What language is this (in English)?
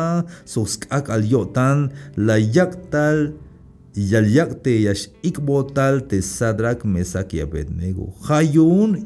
Tzeltal